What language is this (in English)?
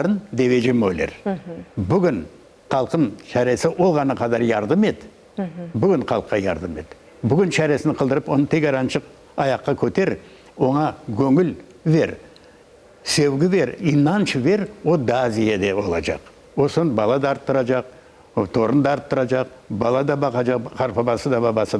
Crimean Tatar